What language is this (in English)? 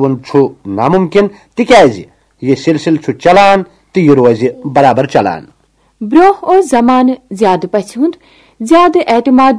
Kashmiri